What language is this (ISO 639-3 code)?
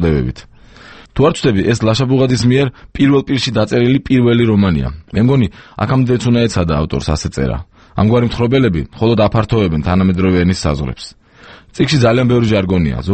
kat